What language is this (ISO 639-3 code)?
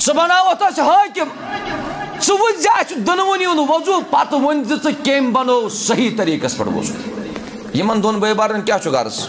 kas